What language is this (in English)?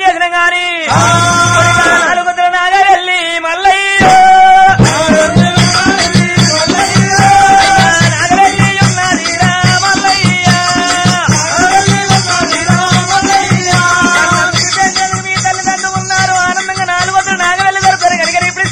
Telugu